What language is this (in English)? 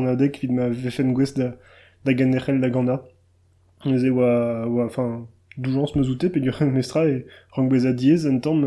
Breton